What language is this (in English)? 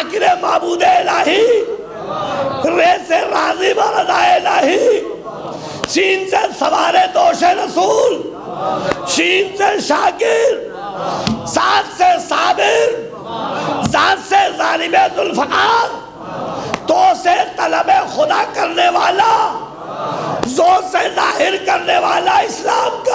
Urdu